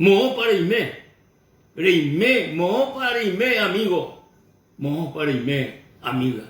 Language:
Guarani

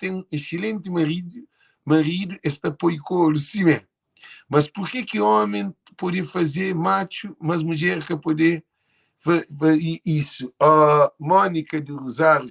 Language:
Kabuverdianu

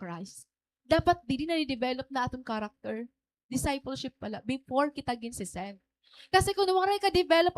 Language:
Waray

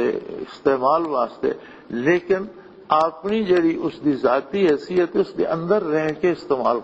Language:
Western Panjabi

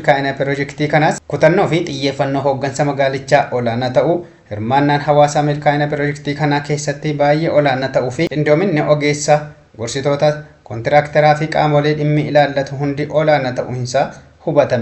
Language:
Oromo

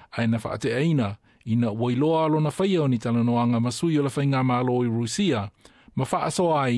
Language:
Samoan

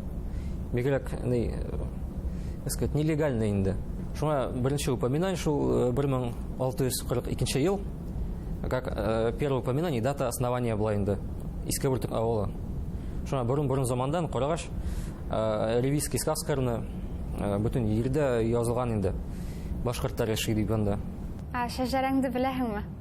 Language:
Bashkir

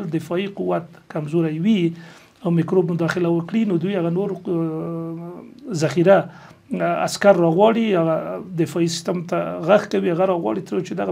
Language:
Pashto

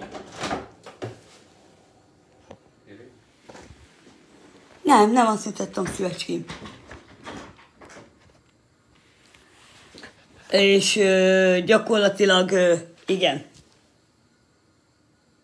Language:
Hungarian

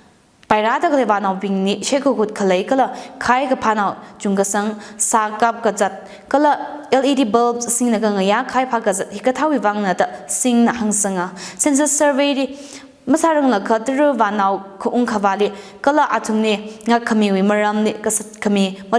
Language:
Tangkhul Naga (India)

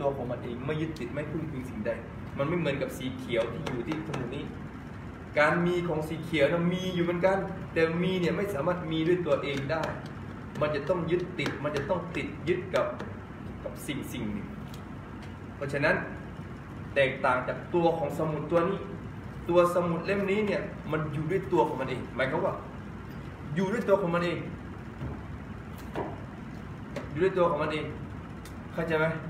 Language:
Thai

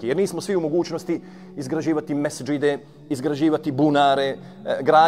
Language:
Bosnian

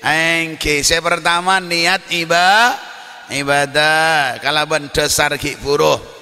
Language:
Madurese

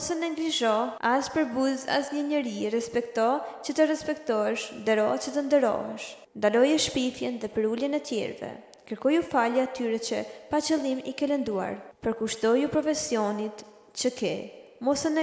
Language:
Albanian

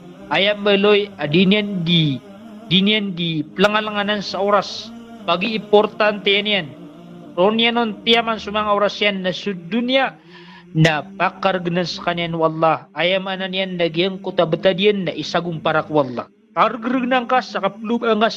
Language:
Maranao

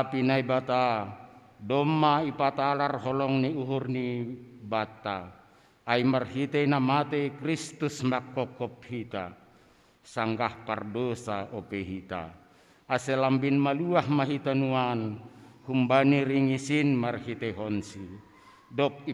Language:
Batak Simalungun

